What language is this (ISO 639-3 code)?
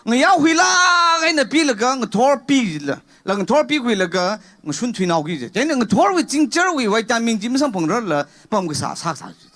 nmf